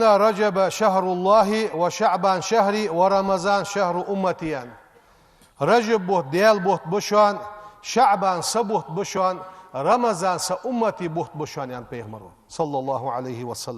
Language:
Ingush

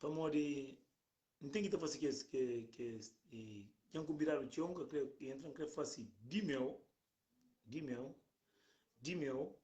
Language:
Kabuverdianu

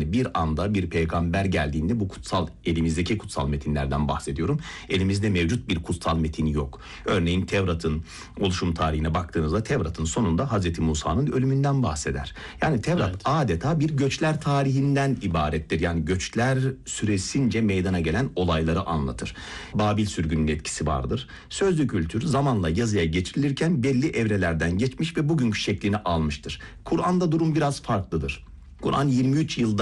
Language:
Turkish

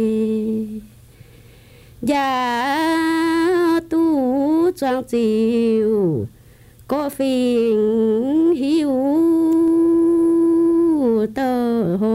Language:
Vietnamese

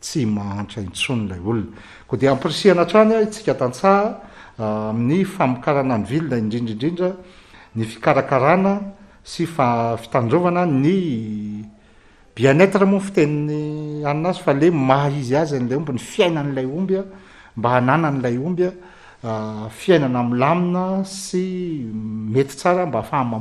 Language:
Malagasy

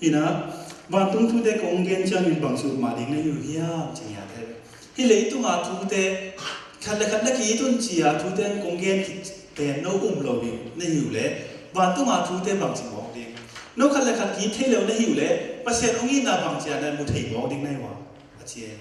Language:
Tedim Chin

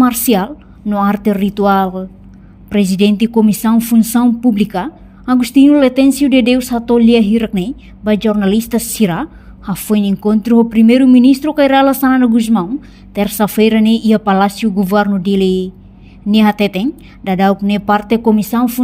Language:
Tetum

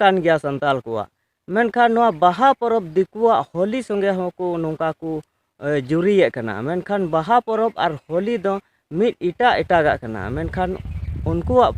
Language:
Santali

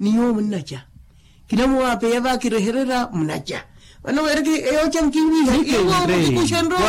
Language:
Makhuwa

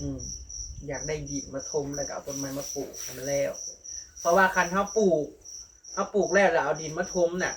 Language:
Northeastern Thai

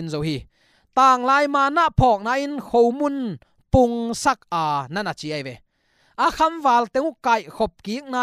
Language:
Tedim Chin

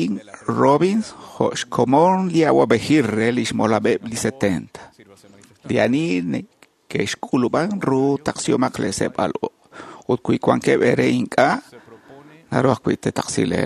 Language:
Kekchí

